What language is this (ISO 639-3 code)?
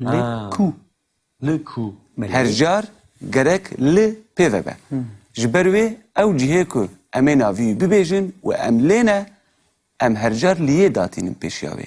kur